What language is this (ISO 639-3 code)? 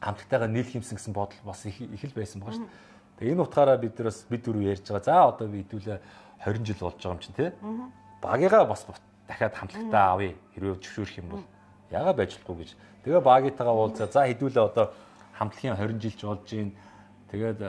mon